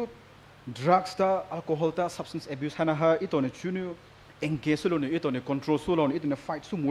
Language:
Poumei Naga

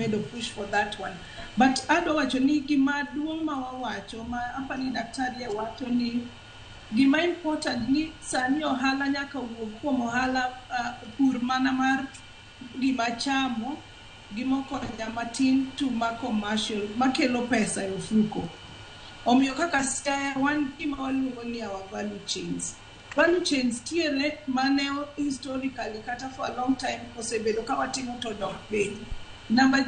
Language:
Luo (Kenya and Tanzania)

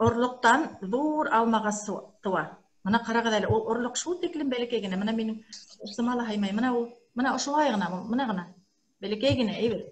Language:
Bashkir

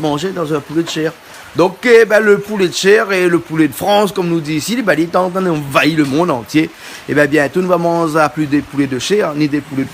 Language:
Réunion Creole French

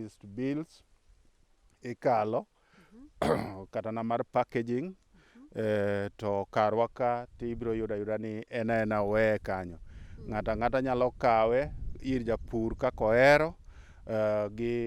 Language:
Luo (Kenya and Tanzania)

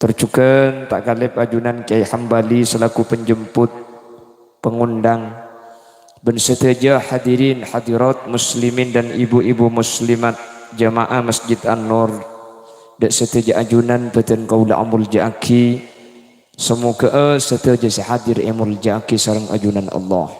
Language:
Madurese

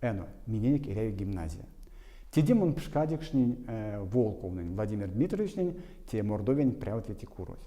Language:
Erzya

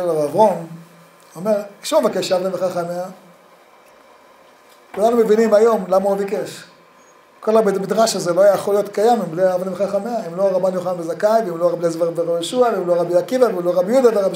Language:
Hebrew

